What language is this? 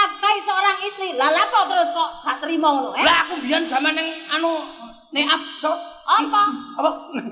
Javanese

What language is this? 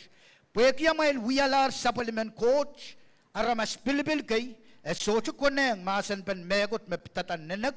Pohnpeian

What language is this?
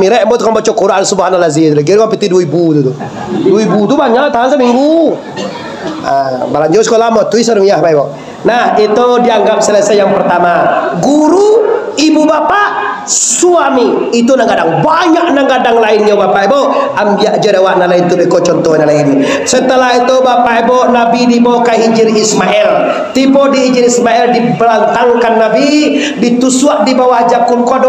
Minangkabau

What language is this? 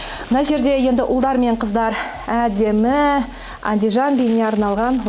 Kazakh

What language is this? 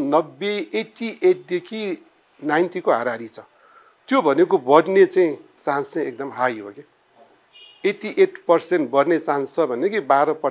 Nepali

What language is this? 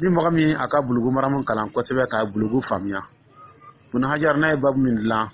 Dyula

